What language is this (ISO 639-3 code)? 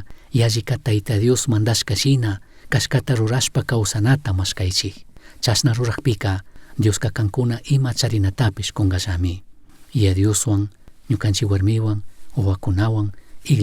qug